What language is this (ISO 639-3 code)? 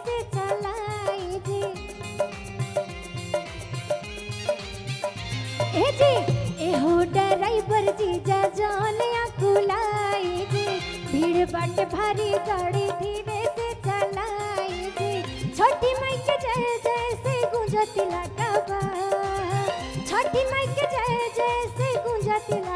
bho